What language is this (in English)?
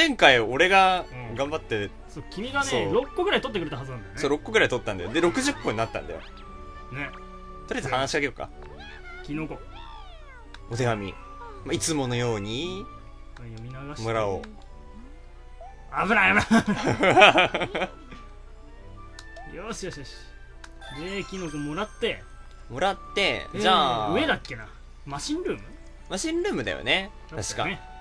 Japanese